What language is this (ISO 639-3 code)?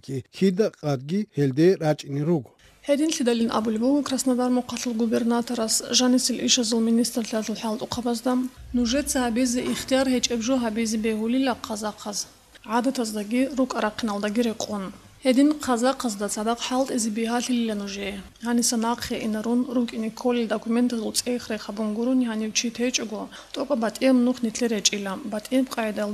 ava